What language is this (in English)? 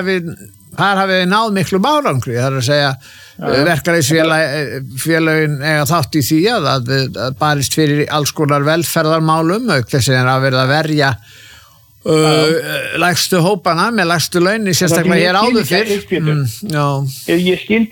Icelandic